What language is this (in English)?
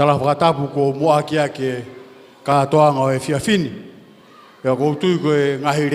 Tongan